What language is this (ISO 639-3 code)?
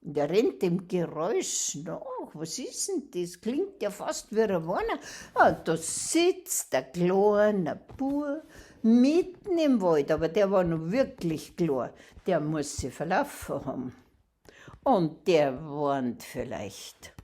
bar